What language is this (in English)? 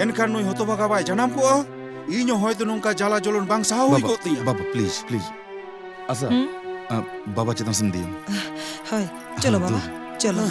Santali